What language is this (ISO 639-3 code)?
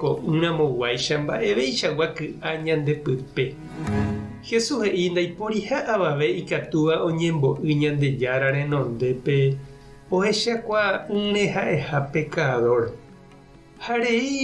grn